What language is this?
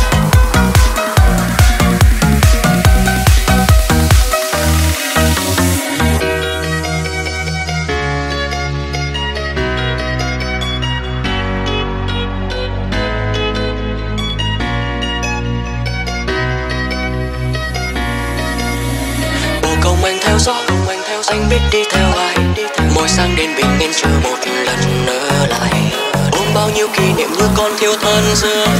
Vietnamese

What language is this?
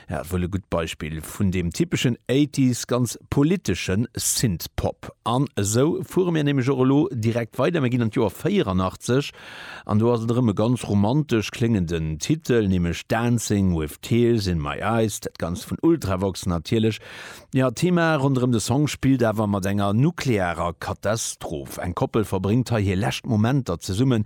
Luxembourgish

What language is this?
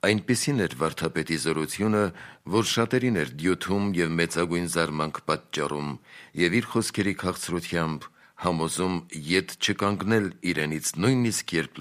Armenian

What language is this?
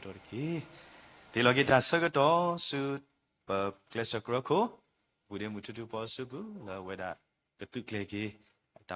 S'gaw Karen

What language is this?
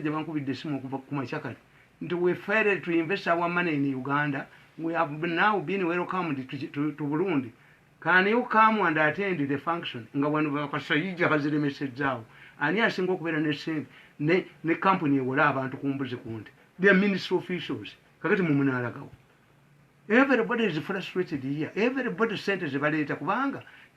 Ganda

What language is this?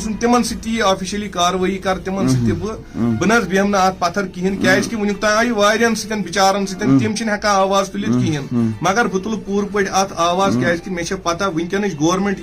Kashmiri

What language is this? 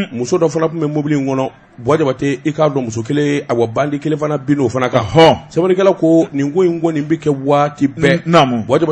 Bambara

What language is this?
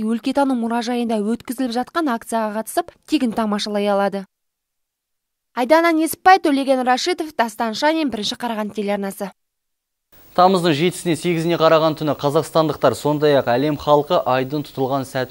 Kazakh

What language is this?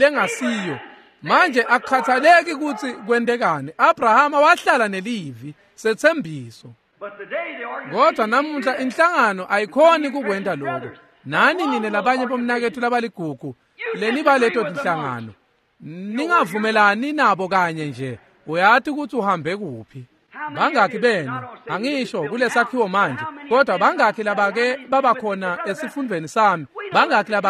Swati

